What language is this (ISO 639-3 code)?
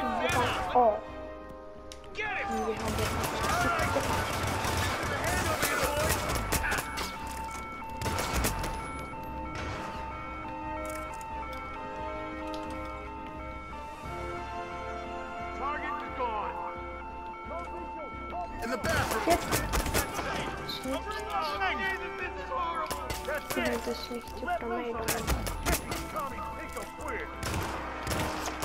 swe